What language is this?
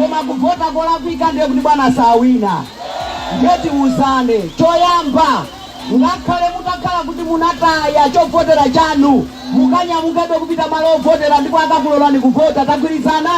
Nyanja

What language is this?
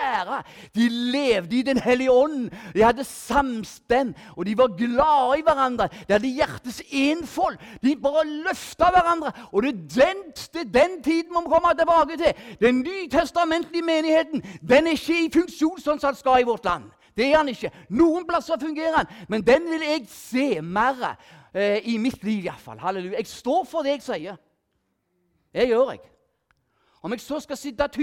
Norwegian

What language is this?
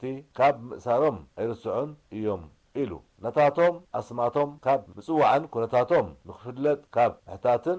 Tigrinya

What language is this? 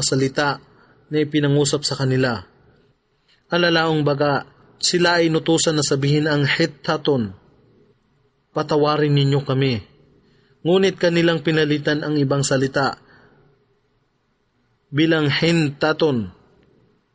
Filipino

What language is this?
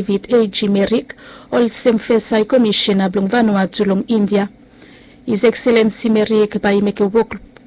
Bislama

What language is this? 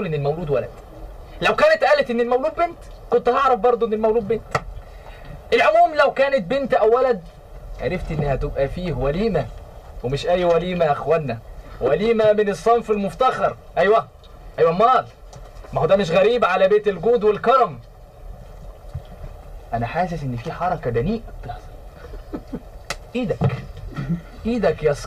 Egyptian Arabic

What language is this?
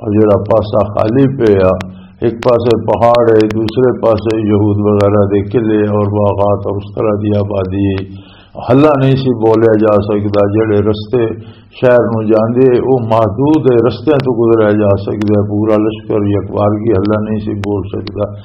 Western Panjabi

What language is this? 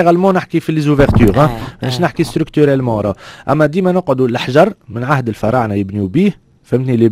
Tunisian Arabic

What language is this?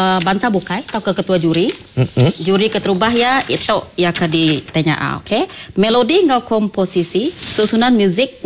Iban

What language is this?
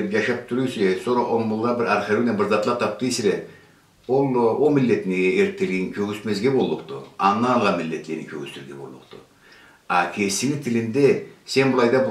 Karachay-Balkar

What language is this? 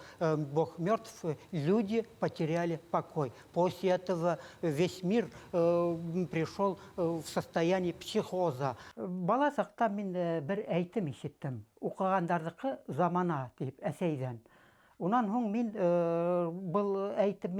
Bashkir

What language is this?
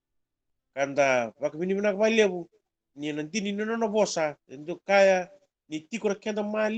Fijian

